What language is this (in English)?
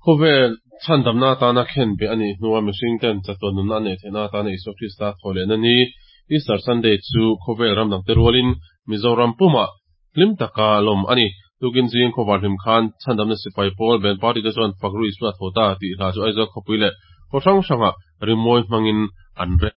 Mizo